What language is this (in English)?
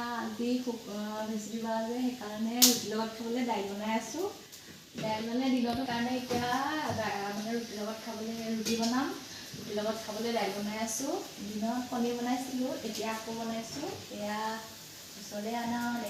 Assamese